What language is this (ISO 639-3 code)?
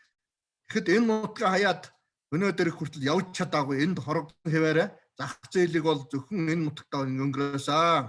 mon